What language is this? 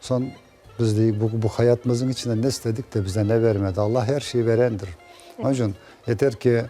Crimean Tatar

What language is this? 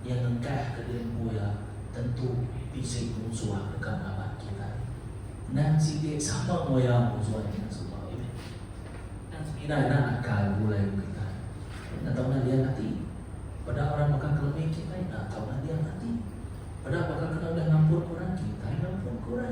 Iban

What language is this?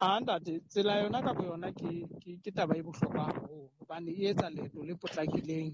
Southern Sotho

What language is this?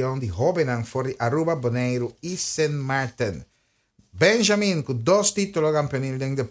Papiamento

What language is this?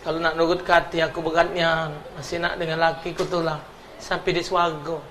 Musi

